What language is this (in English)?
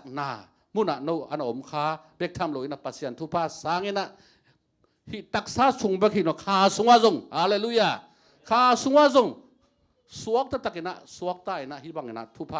Tedim Chin